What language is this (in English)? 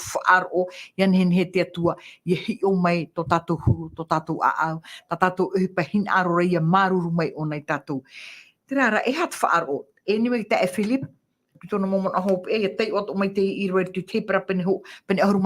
Tahitian